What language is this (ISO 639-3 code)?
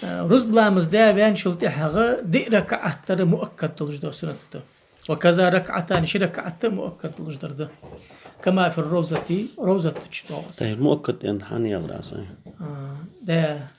inh